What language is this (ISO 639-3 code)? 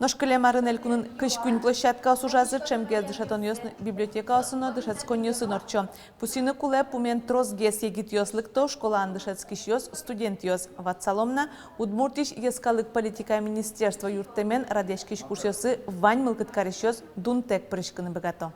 udm